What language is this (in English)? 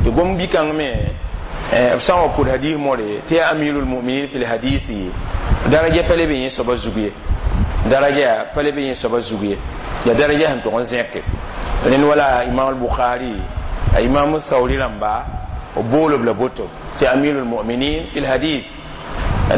Mossi